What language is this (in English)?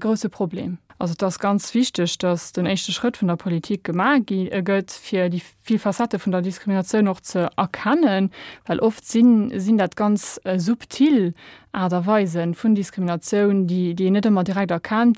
Luxembourgish